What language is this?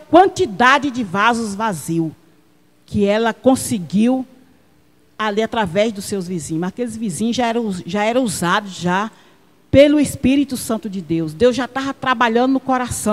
Portuguese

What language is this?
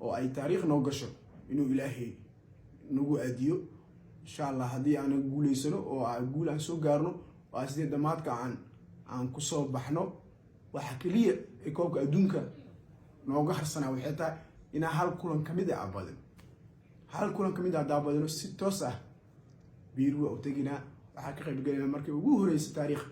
Somali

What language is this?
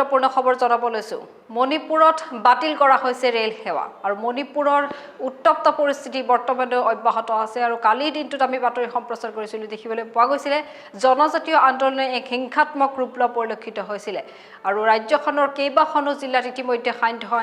Assamese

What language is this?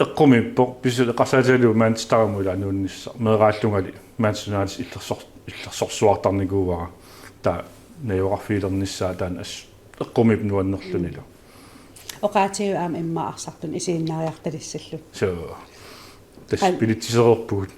Kalaallisut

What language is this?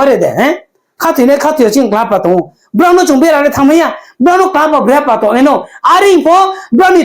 Riang (India)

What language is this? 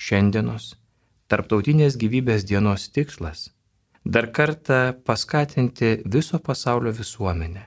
Lithuanian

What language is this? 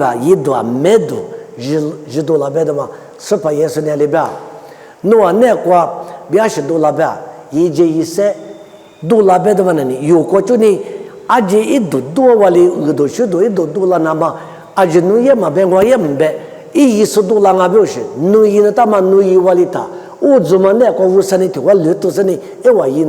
Lisu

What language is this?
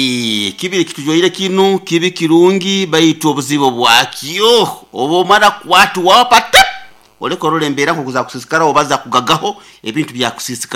Nyoro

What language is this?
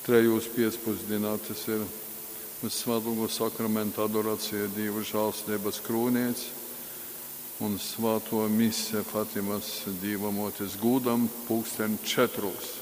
Latgalian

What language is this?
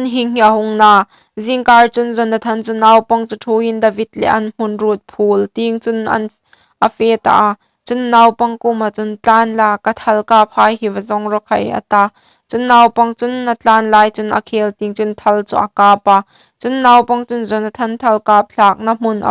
Hmar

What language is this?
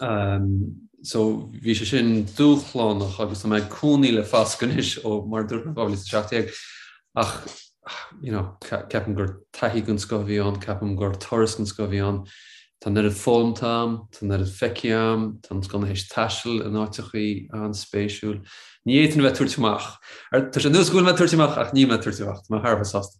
Irish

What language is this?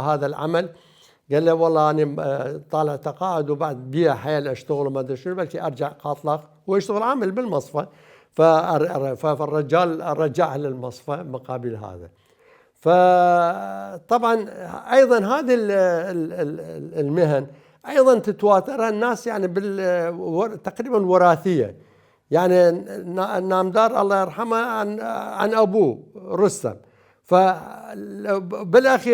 Mesopotamian Arabic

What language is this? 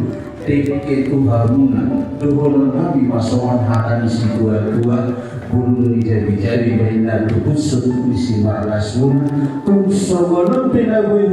Batak Toba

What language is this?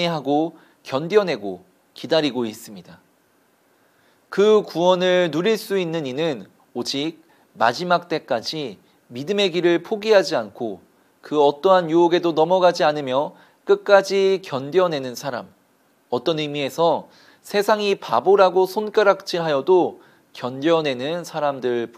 Korean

